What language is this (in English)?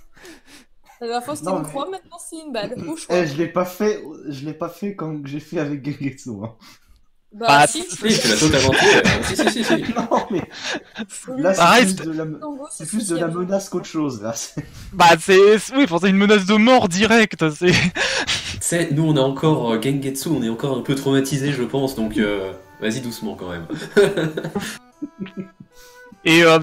French